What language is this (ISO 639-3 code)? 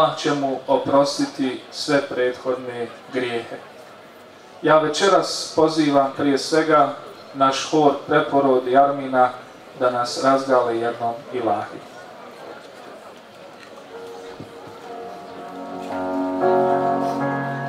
bos